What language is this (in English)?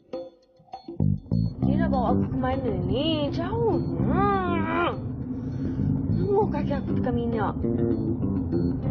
Malay